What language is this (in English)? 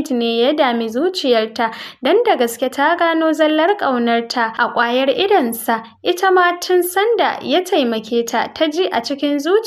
Hausa